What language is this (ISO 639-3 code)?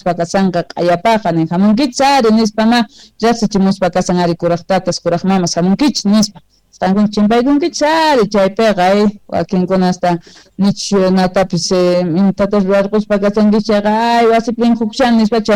que